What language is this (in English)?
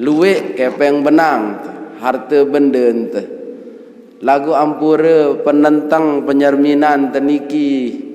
Sasak